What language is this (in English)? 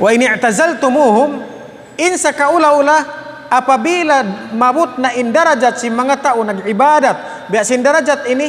Tausug